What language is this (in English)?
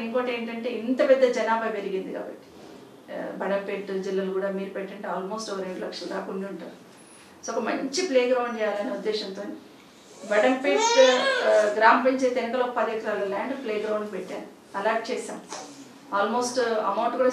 Telugu